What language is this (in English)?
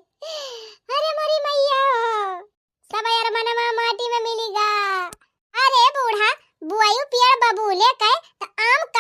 Awadhi